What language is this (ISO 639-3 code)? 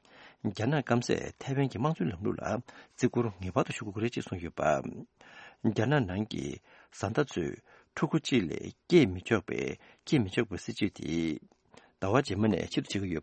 bod